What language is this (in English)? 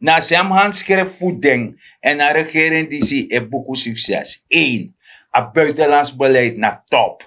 Sranan Tongo